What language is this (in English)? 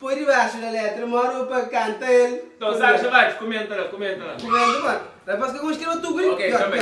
Kabuverdianu